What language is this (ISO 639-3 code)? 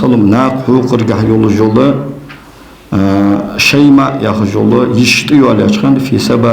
inh